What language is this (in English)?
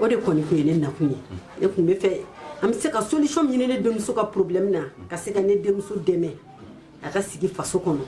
Bambara